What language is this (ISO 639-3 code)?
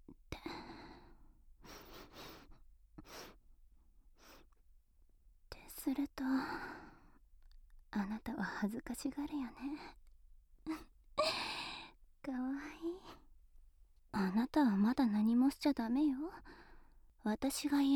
jpn